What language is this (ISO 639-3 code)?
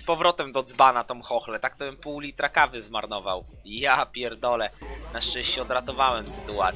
pol